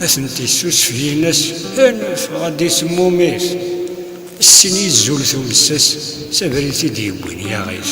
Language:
Kabyle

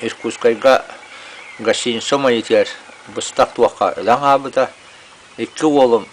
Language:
Yakut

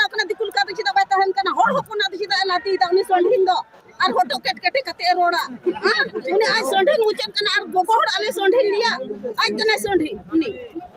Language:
Santali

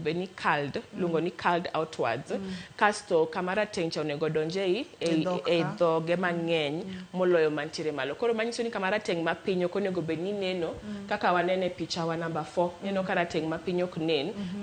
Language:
Luo (Kenya and Tanzania)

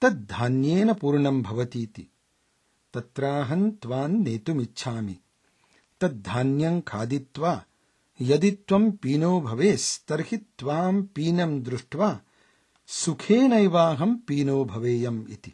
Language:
Sanskrit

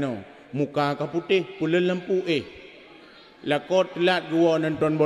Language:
Achinese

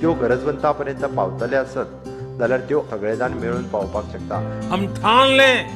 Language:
Konkani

